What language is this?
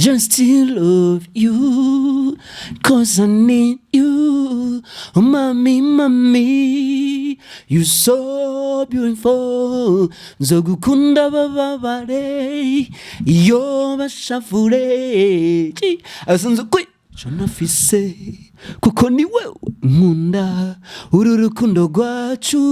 Rundi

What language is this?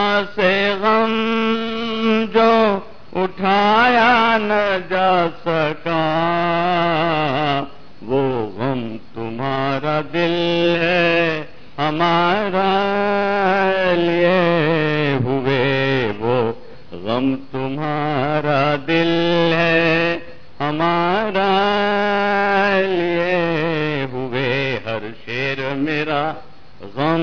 Urdu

